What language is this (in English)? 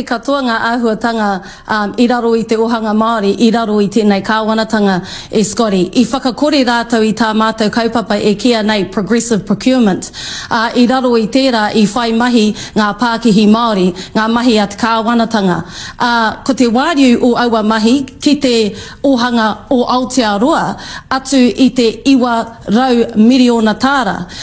Māori